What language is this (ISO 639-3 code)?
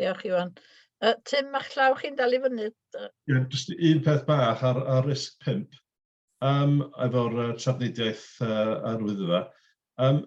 cym